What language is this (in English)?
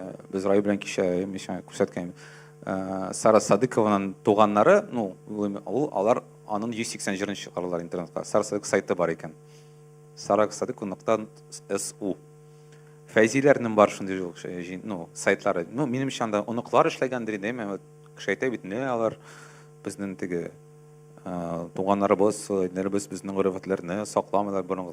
Tatar